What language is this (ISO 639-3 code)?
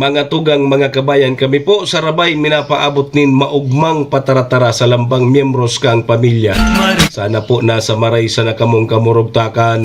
bik